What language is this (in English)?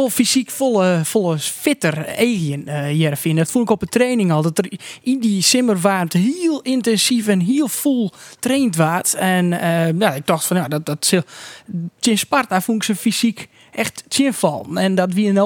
Western Frisian